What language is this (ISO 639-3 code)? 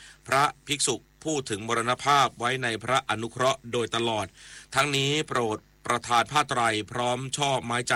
tha